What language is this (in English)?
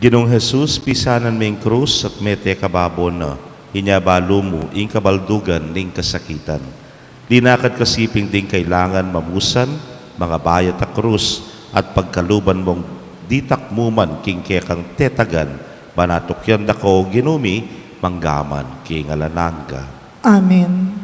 Pampanga